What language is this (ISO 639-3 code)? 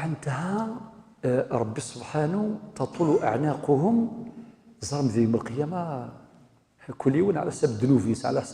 kab